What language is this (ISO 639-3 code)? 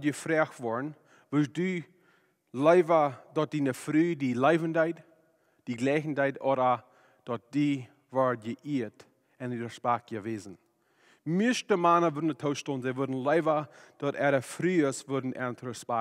pdt